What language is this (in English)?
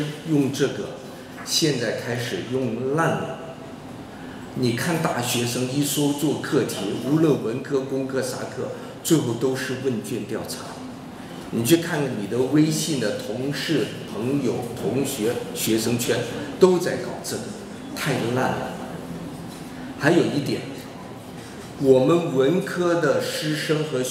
Chinese